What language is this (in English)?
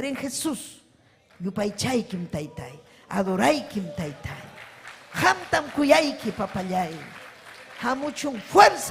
Ayacucho Quechua